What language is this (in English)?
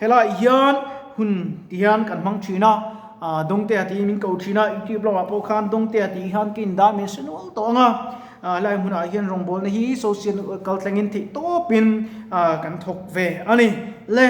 Mizo